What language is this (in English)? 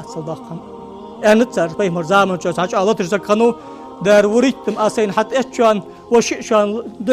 Ingush